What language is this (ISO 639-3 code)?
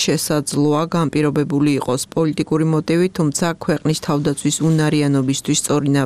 kat